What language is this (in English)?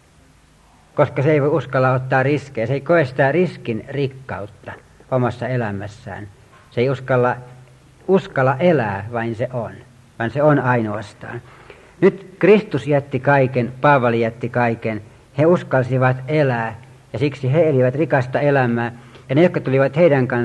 Finnish